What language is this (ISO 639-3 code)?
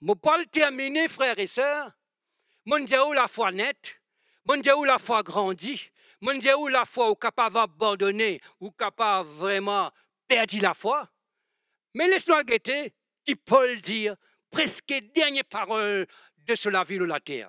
mfe